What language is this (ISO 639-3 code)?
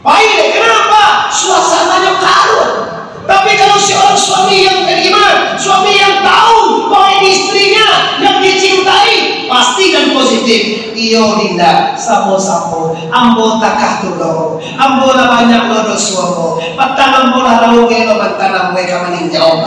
min